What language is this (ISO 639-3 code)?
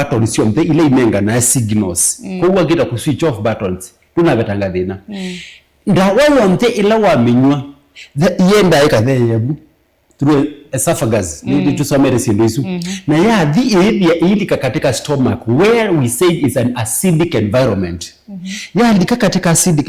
kam